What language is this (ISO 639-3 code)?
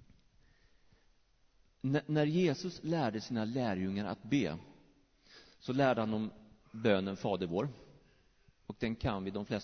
swe